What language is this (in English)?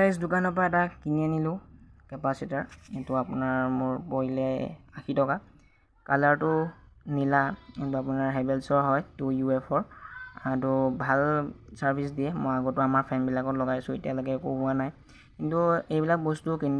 Assamese